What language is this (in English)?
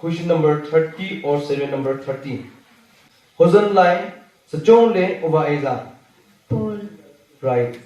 Wancho Naga